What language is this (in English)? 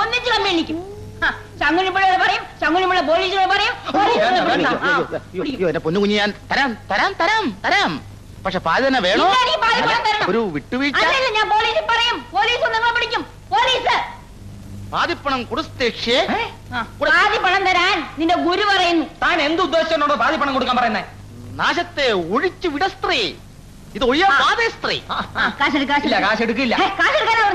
Malayalam